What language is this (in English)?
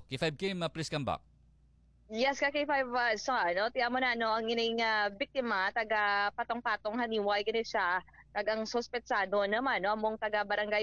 Hiligaynon